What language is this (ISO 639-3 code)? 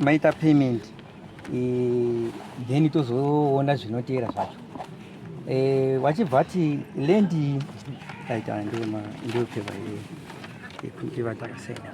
sna